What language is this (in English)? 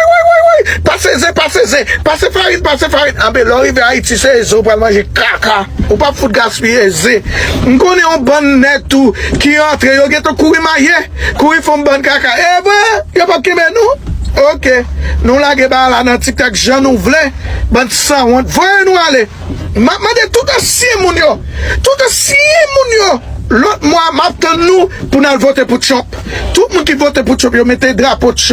Haitian Creole